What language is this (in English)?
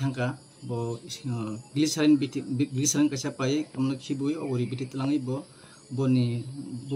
Kok Borok